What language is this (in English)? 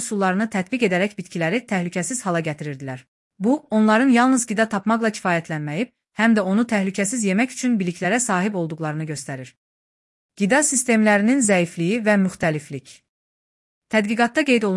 Azerbaijani